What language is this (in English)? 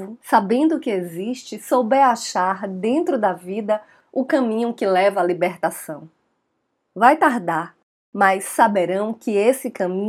Portuguese